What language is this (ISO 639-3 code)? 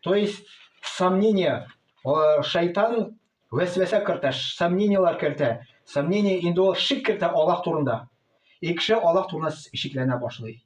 tat